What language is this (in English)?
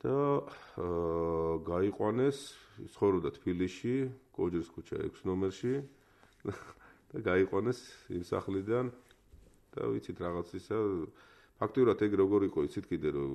Georgian